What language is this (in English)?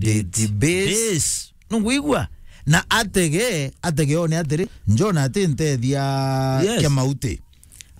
Meru